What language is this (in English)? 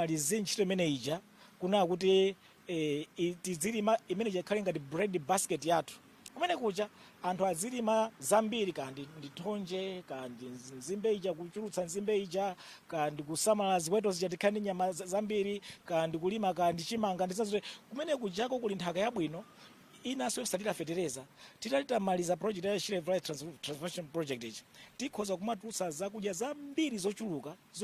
Nyanja